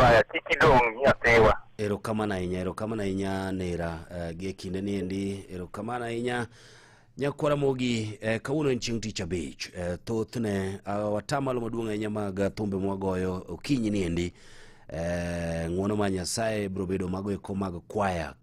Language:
Luo (Kenya and Tanzania)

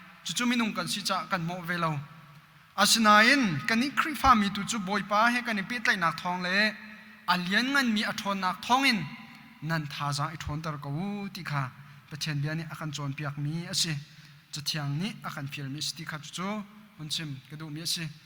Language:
Hakha Chin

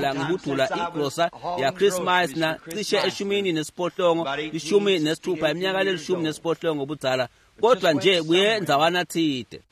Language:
Swati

